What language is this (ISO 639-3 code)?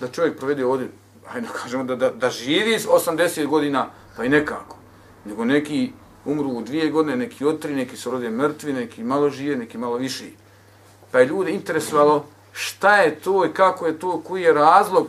bos